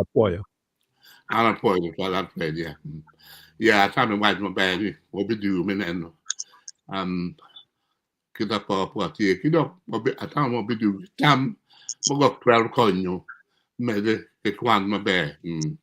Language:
Acoli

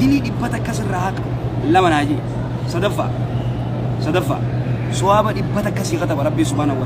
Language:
Oromo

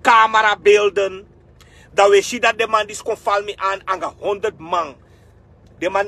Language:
Sranan Tongo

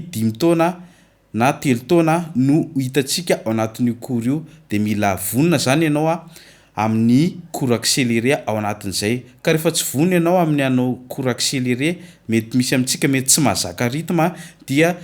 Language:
Malagasy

